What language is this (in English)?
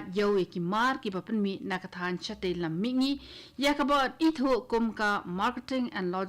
Khasi